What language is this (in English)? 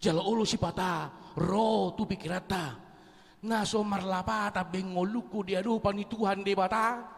Batak Toba